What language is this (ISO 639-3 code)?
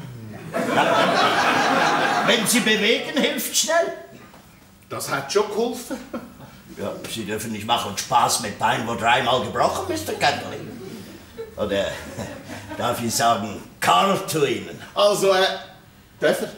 deu